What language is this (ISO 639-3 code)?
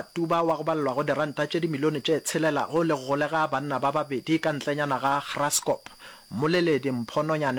nso